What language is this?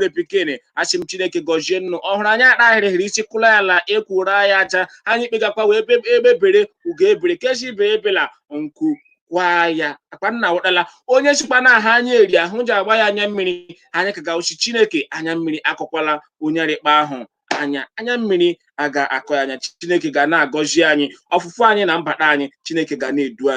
Igbo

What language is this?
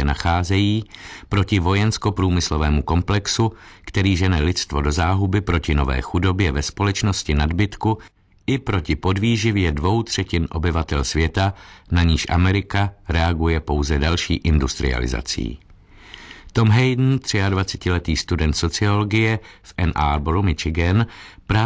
Czech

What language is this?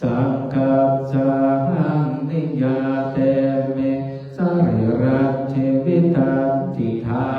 Pali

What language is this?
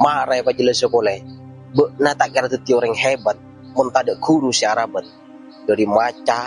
Madurese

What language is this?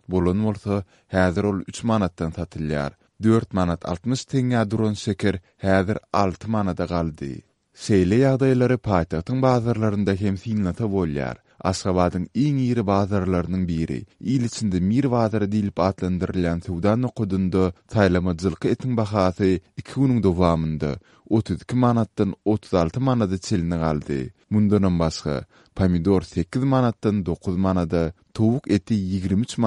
Turkmen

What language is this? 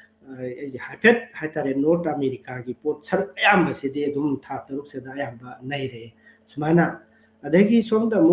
Manipuri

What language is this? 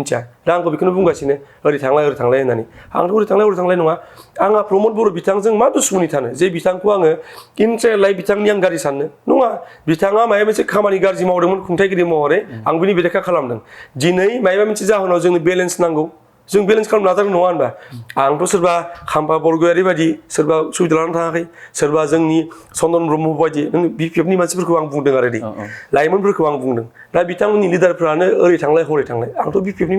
Bodo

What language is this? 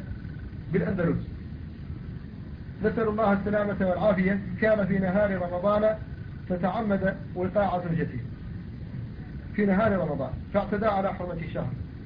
Arabic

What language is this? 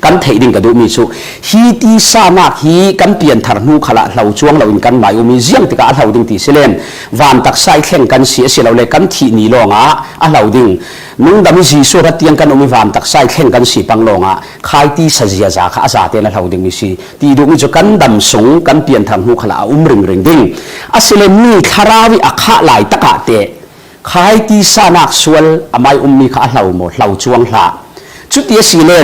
Falam Chin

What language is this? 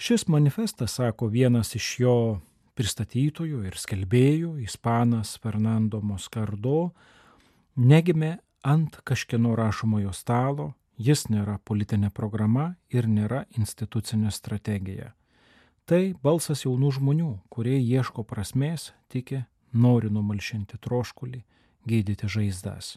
Lithuanian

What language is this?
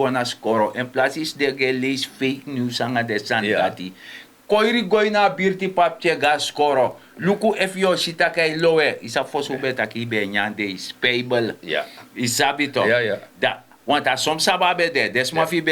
Sranan Tongo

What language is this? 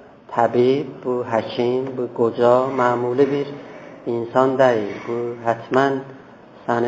South Azerbaijani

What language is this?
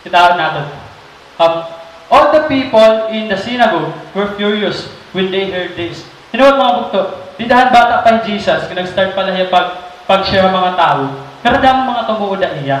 Waray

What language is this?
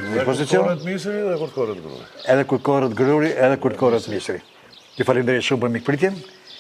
Albanian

